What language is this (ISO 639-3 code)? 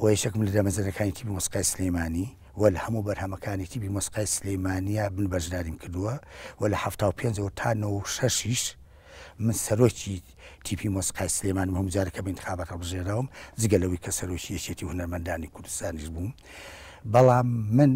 ckb